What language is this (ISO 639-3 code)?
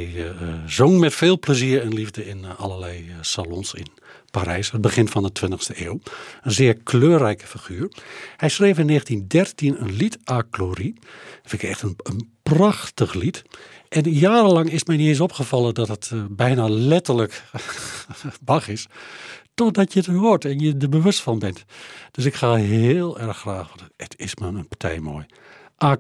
nld